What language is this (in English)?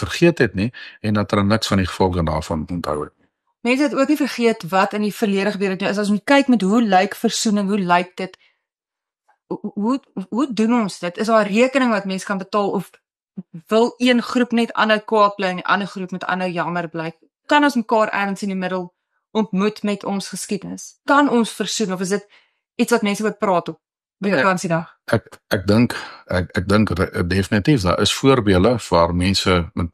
Afrikaans